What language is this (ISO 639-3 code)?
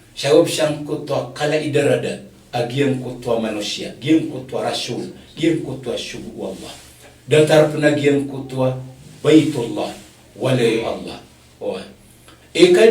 mrw